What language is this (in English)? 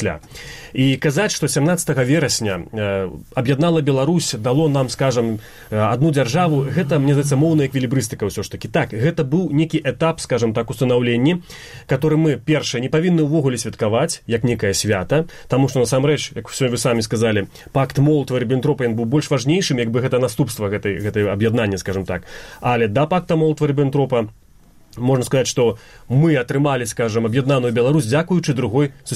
Belarusian